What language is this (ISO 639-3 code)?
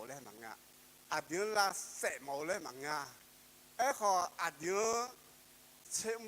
ahk